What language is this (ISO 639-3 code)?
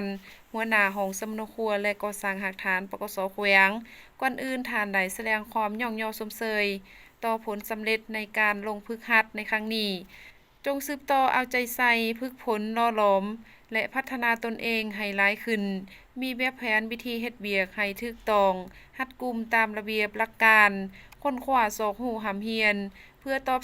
lao